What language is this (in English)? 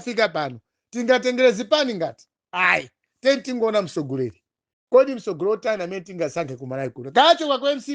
Nyanja